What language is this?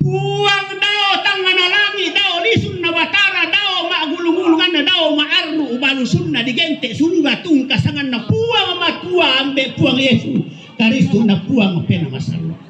Toraja-Sa'dan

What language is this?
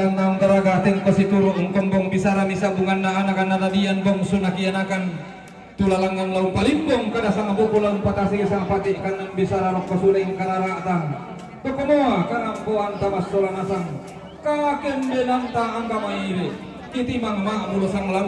Toraja-Sa'dan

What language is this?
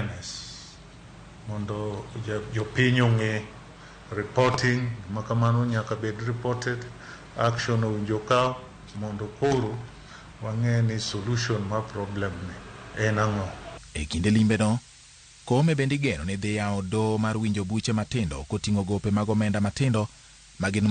Luo (Kenya and Tanzania)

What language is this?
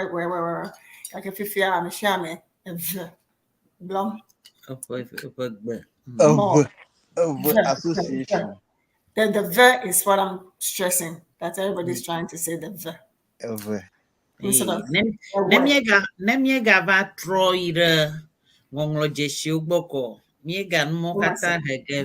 Ewe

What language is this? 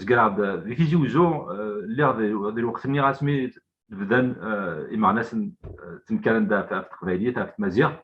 Kabyle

